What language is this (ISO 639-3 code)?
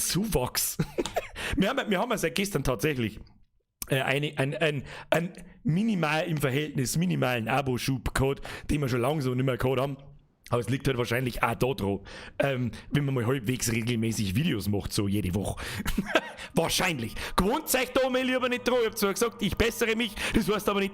bar